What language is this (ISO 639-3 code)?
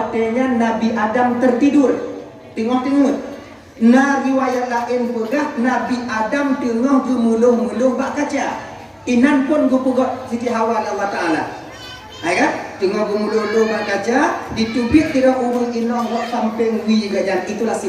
ace